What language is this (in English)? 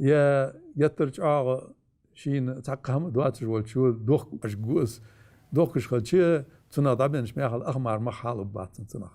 Ingush